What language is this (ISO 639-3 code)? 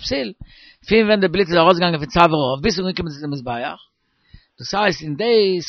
yid